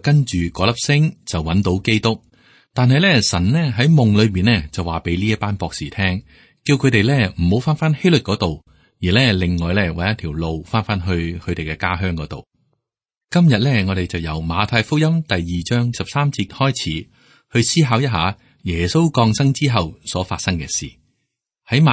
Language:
Cantonese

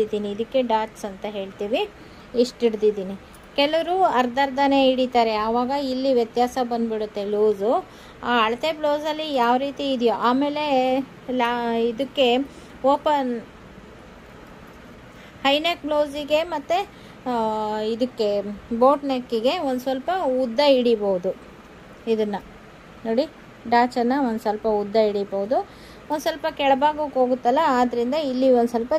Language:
Kannada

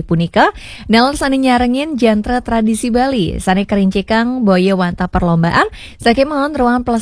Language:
Balinese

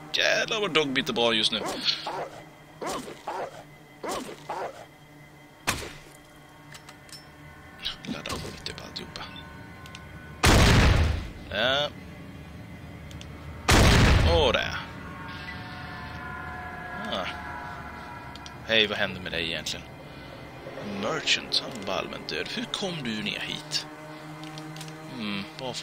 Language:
Swedish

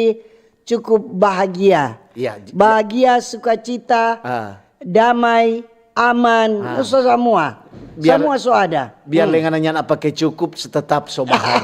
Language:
Manado Malay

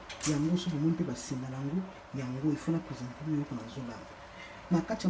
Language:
Lingala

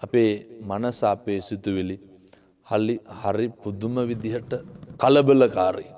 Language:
Sinhala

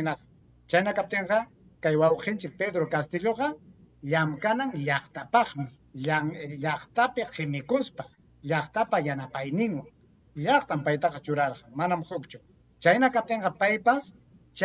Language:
Ayacucho Quechua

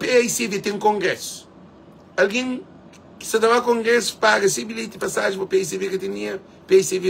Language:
Kabuverdianu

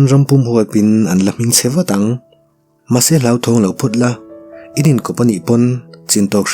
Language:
Mizo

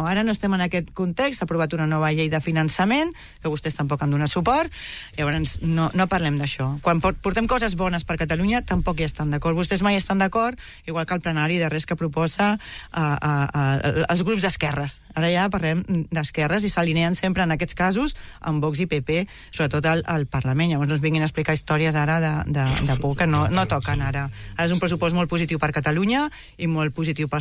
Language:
Catalan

